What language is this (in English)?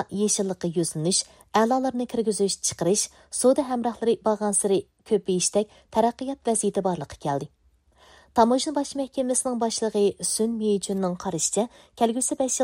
Uyghur